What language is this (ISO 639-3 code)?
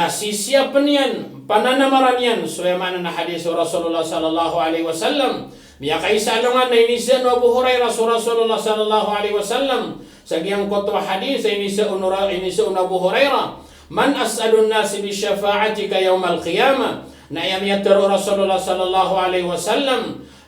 mrw